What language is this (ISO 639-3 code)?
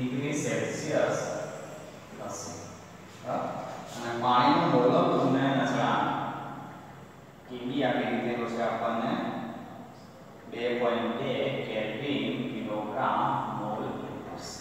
guj